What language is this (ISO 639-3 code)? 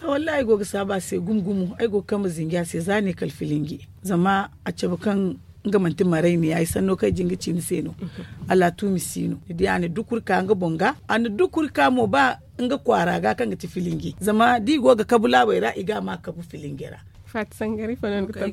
dje